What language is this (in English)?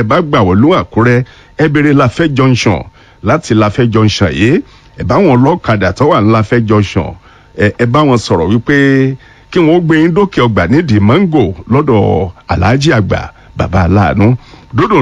Yoruba